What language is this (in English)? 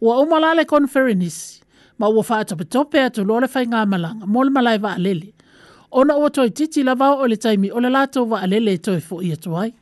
Samoan